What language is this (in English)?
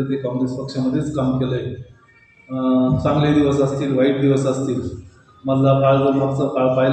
Marathi